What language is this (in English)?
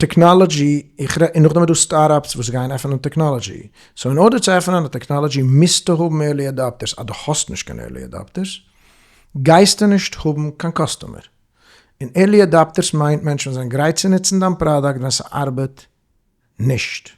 Yiddish